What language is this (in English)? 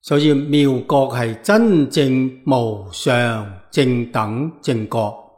Cantonese